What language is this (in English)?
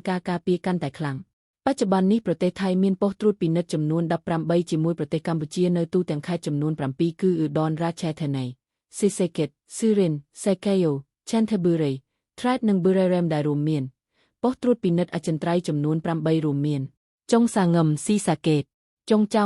Khmer